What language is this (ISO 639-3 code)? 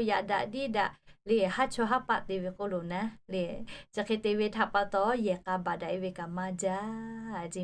lhu